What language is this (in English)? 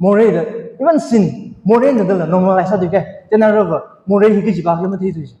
Tangkhul Naga (India)